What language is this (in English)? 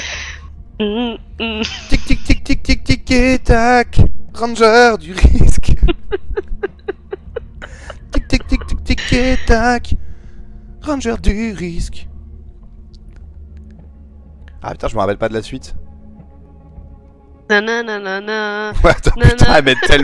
French